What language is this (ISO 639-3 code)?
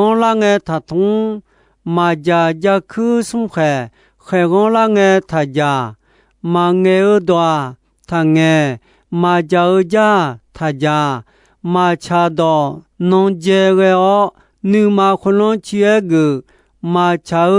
ahk